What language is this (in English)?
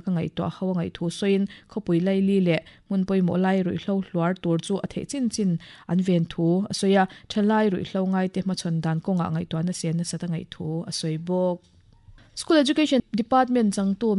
Mizo